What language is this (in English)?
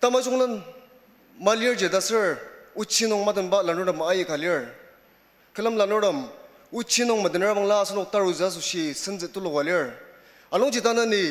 Ao Naga